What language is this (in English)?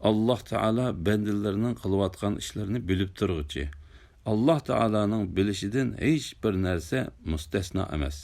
Uyghur